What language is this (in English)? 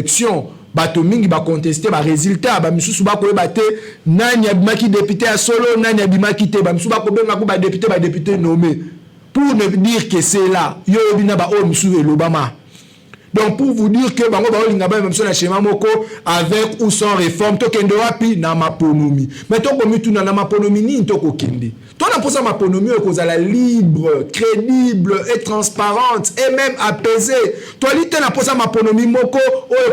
Lingala